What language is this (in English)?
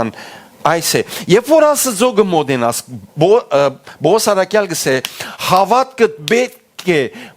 Western Armenian